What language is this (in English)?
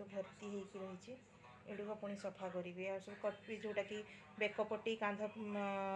Odia